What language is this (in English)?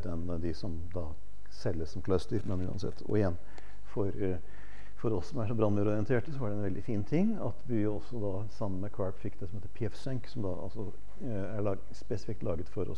Norwegian